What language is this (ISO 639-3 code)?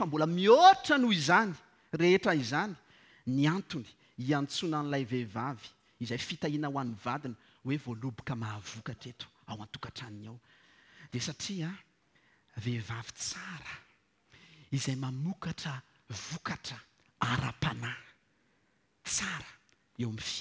mlg